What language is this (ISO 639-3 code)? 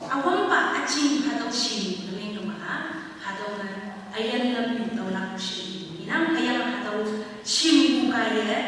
nbe